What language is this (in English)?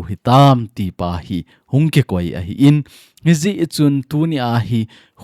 Thado Chin